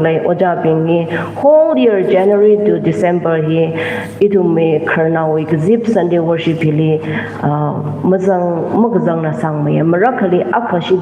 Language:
Tangkhul Naga (India)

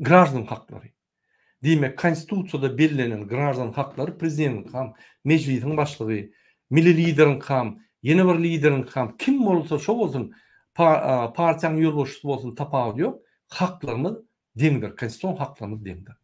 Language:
Turkmen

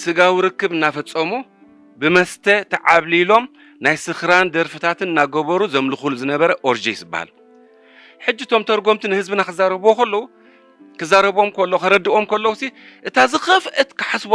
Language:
Tigrinya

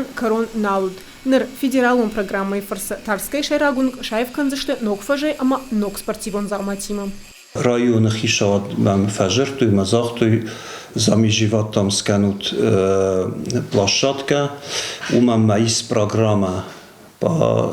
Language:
Ossetic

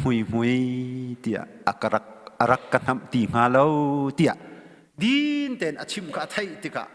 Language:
Hakha Chin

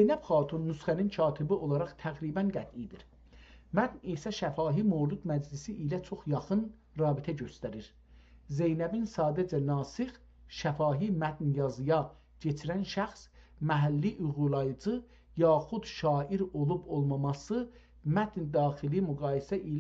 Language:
South Azerbaijani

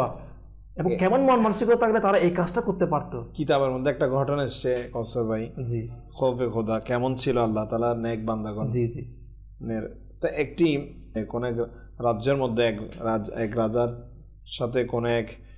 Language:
Bangla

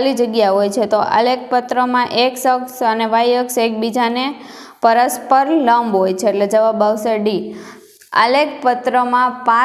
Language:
Gujarati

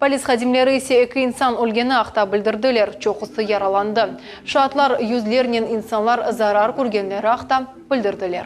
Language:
Crimean Tatar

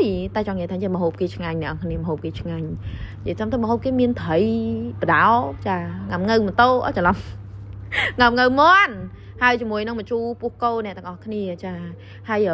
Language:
Khmer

